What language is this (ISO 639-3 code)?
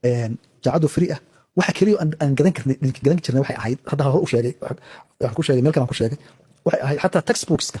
som